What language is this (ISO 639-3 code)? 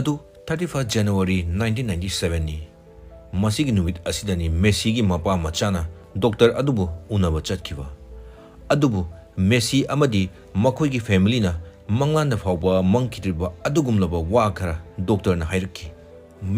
mni